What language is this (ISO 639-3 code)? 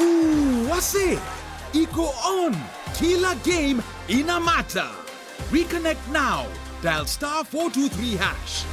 mer